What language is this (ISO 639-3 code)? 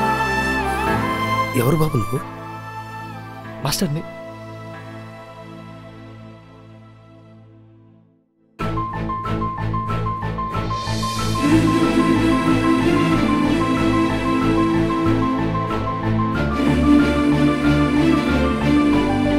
tel